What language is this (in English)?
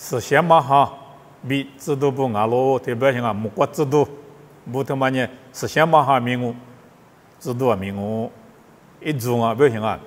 Lisu